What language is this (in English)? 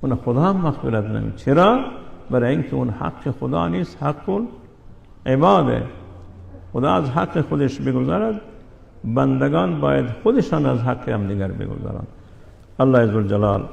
Persian